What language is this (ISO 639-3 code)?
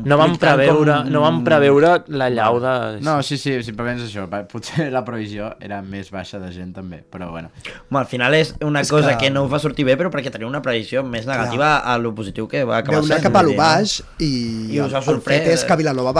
cat